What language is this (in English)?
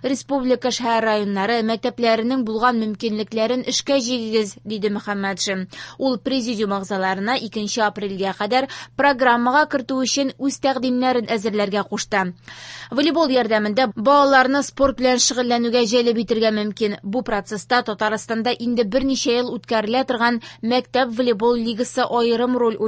Tatar